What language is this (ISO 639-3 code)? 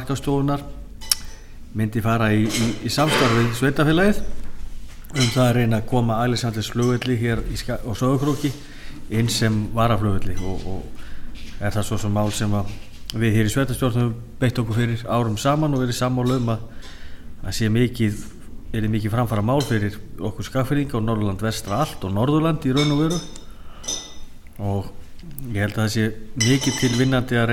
isl